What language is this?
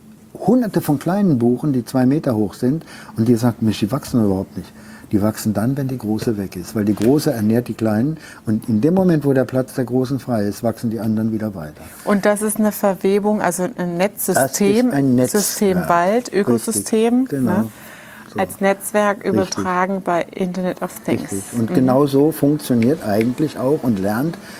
German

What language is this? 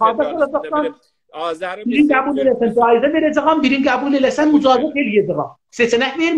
South Azerbaijani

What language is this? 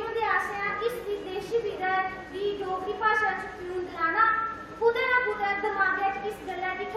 Dogri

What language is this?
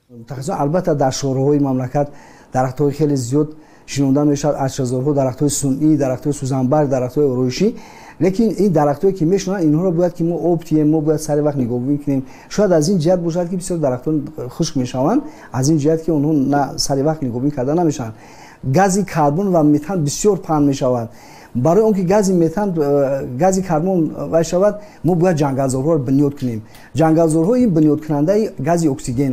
Tajik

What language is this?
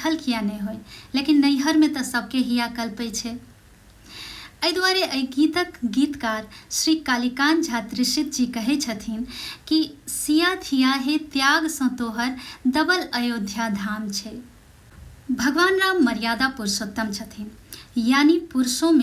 Maithili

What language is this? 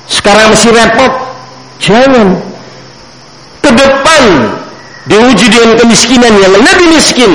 Indonesian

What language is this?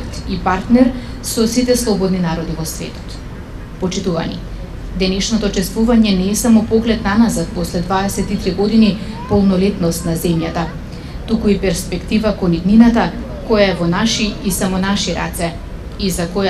Macedonian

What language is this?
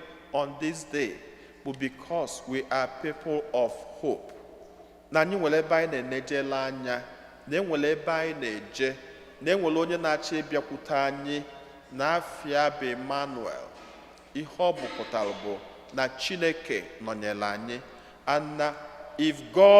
Igbo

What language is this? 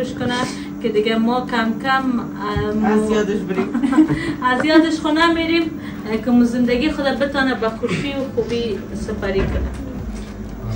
Persian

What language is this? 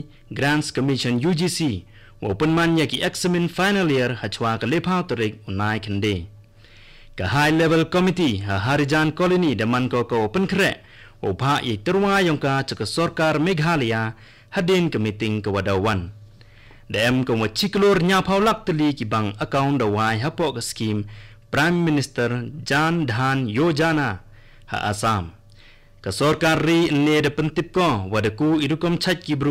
Khasi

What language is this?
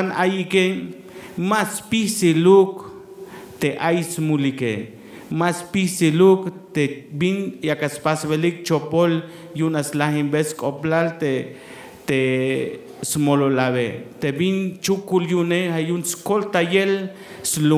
Tzeltal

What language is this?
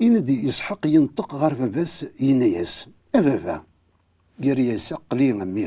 Kabyle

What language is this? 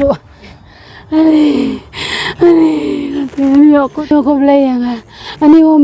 Khasi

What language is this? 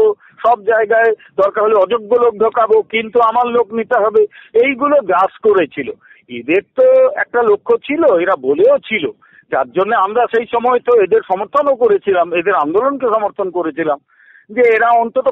Bangla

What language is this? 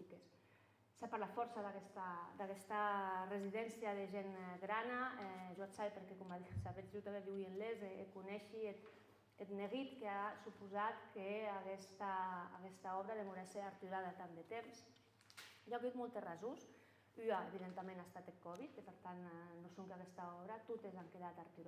Occitan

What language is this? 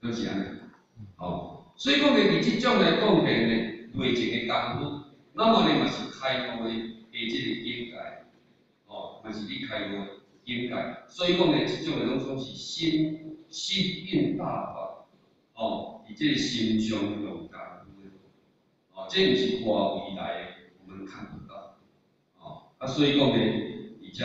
Min Nan Chinese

